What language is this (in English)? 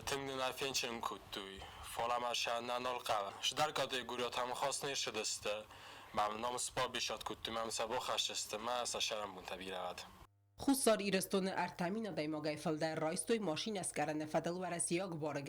Ossetic